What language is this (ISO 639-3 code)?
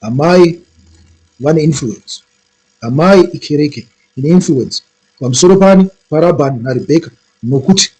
sna